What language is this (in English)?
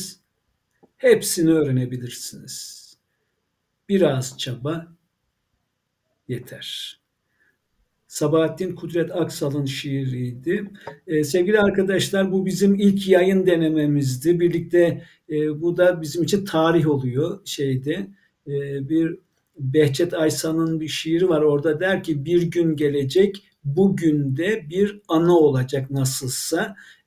Turkish